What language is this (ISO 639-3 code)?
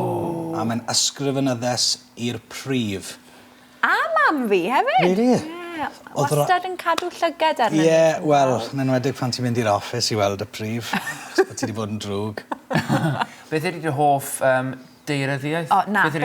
cym